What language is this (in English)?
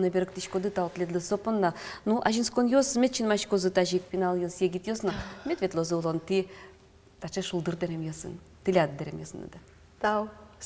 Udmurt